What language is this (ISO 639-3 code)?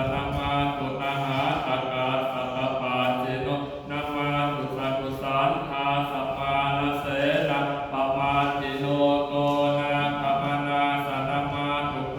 pli